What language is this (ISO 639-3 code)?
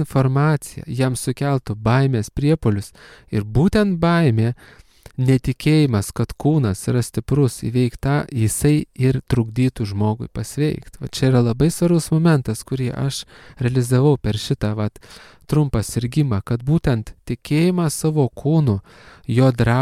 lit